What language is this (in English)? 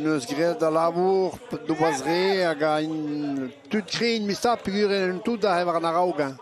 Breton